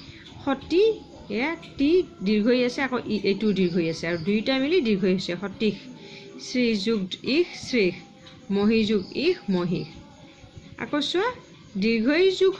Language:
Assamese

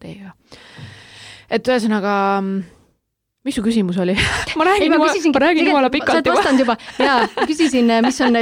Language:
Estonian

